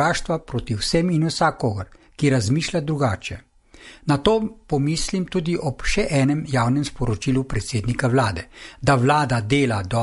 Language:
Slovenian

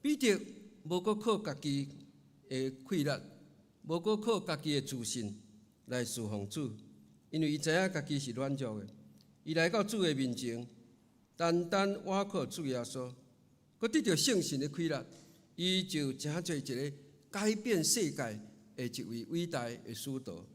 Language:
Min Nan Chinese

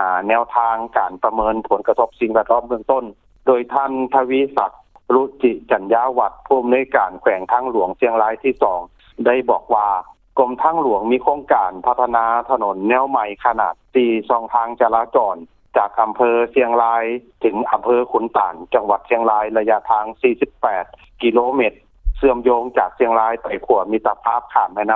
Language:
Lao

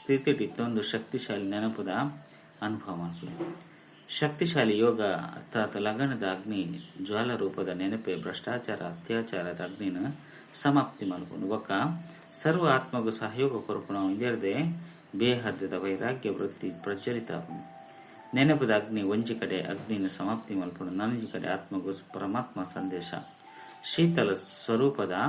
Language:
Tulu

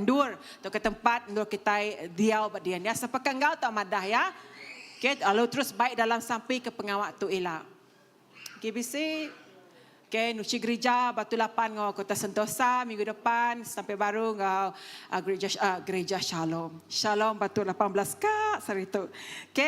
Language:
Iban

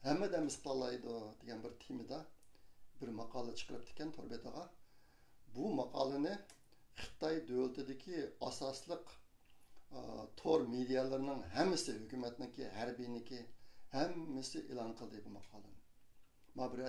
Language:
Uyghur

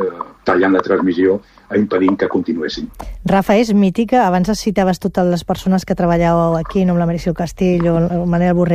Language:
Catalan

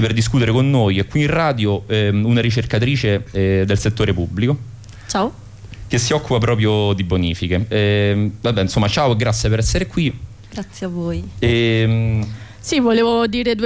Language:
Italian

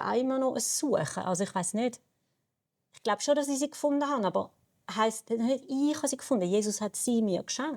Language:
Swiss German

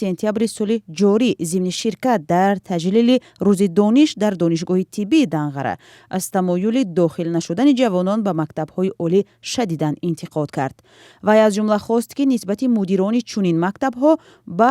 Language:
Tajik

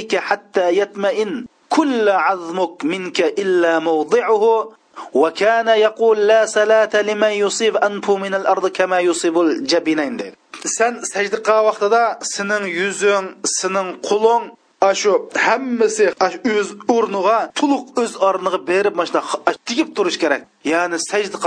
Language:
Uyghur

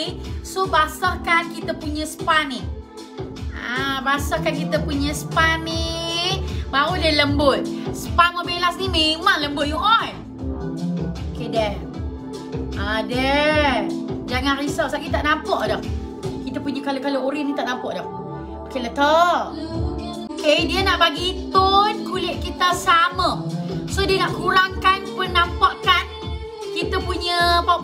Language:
Malay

